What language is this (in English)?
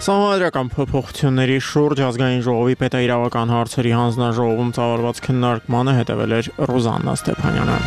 Armenian